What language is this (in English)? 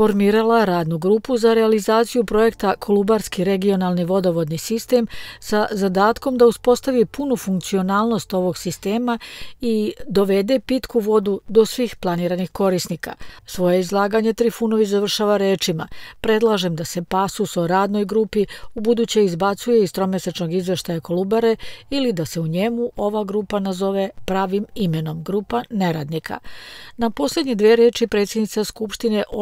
Serbian